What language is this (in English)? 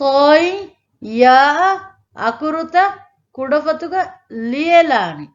Divehi